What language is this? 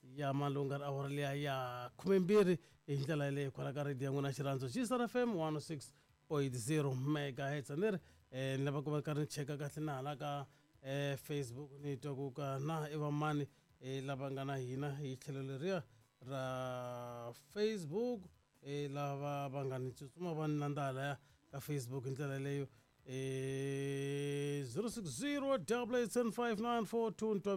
Tsonga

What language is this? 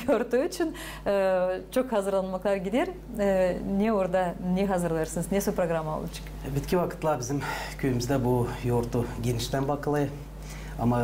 Gagauz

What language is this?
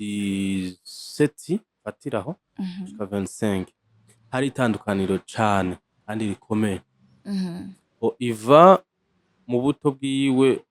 Rundi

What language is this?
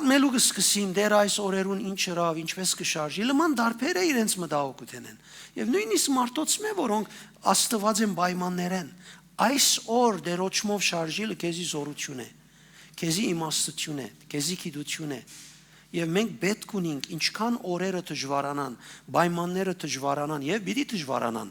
Western Armenian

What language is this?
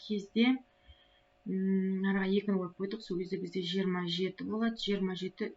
Kazakh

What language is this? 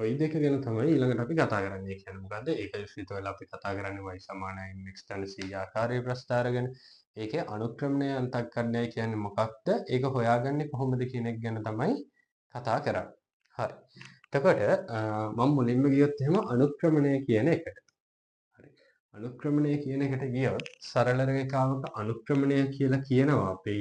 Sinhala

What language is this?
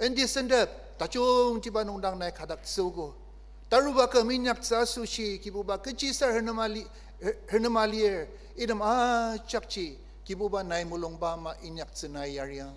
Ao Naga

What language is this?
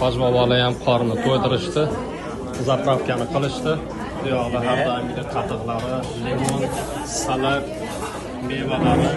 Uzbek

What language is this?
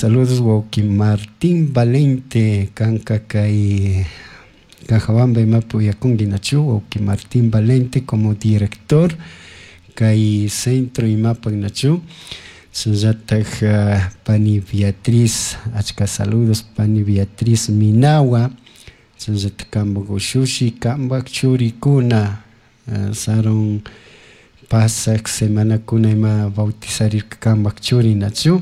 Chimborazo Highland Quichua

